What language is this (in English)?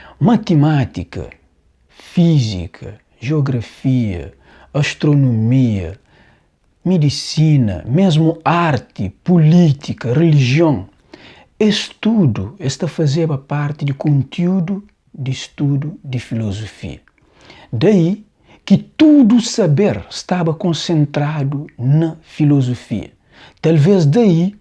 Kabuverdianu